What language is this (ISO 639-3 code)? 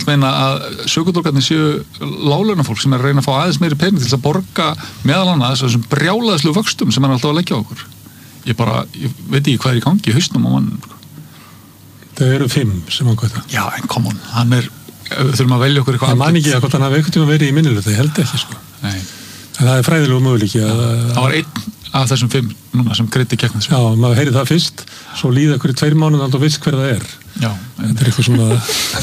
isl